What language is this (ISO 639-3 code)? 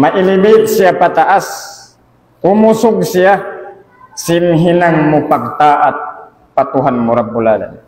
tsg